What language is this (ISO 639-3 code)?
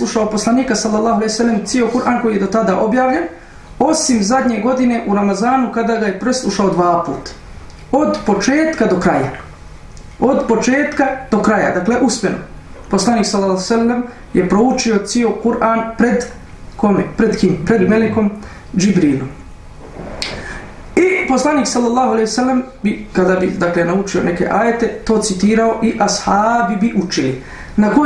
bos